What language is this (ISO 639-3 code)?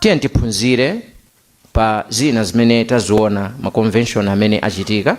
nya